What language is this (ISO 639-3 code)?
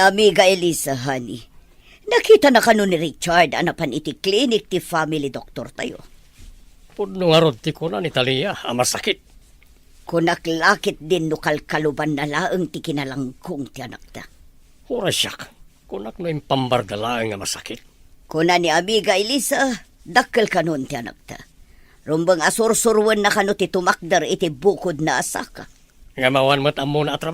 ilo